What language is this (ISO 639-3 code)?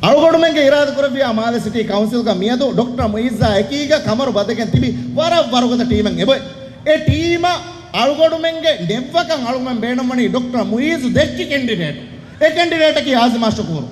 div